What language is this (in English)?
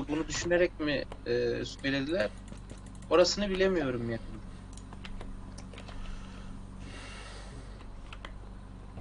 Turkish